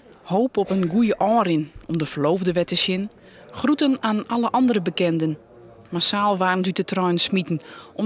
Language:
Western Frisian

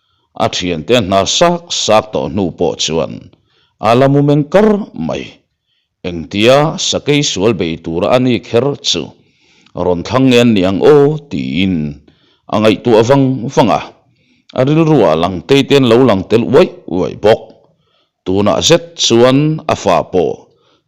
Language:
Mizo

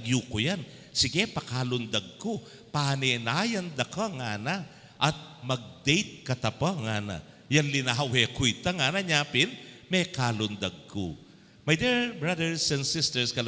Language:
Pampanga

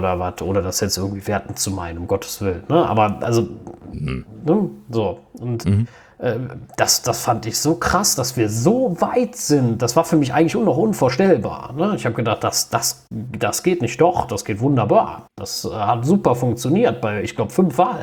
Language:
German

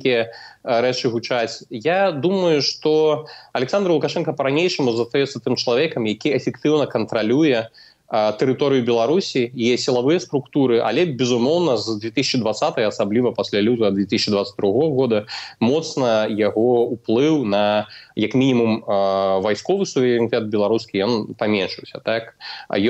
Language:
Belarusian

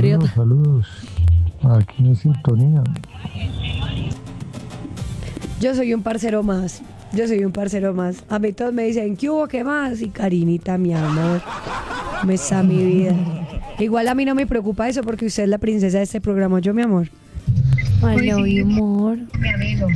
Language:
Spanish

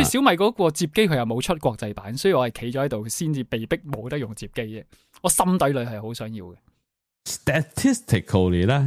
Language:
Cantonese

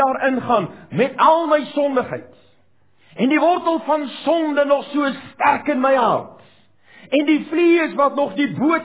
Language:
Afrikaans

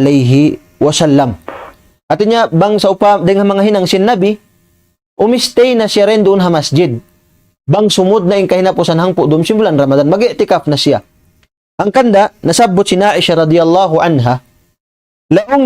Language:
Tausug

